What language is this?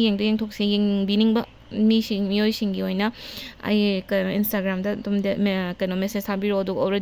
Manipuri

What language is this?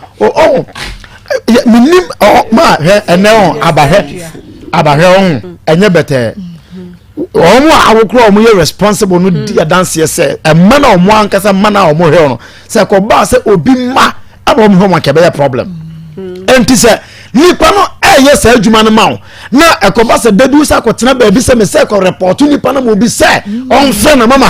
Akan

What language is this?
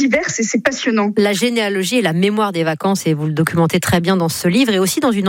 French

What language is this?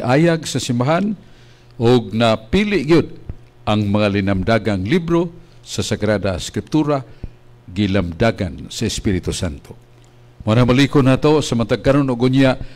Cebuano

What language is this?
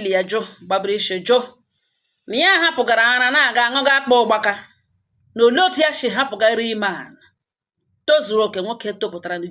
Igbo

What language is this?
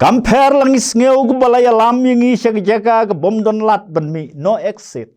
Khasi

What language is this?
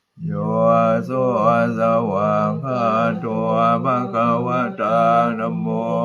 Pali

